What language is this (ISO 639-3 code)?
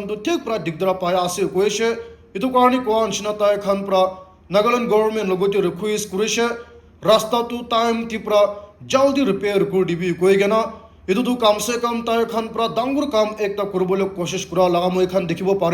nag